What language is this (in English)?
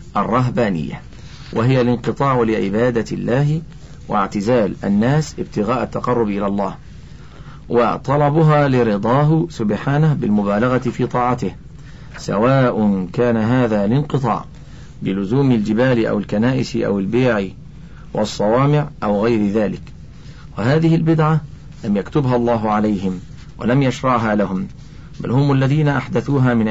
Arabic